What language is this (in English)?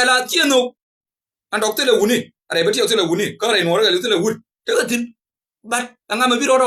Nuer